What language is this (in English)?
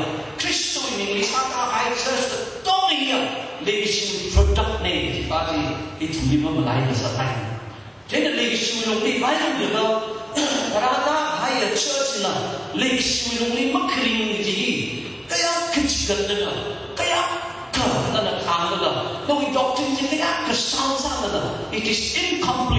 Tangkhul Naga (India)